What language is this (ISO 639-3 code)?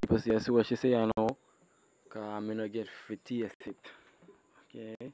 jam